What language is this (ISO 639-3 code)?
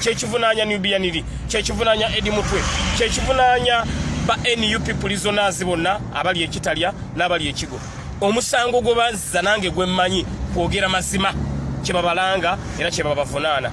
lug